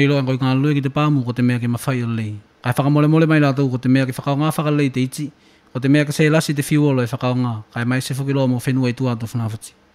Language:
Tuvalu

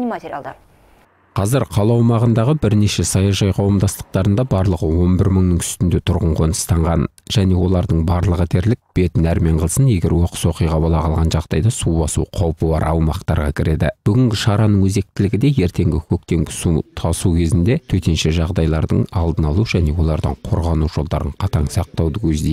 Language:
Kazakh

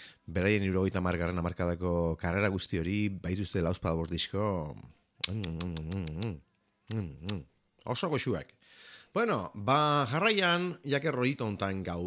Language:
Basque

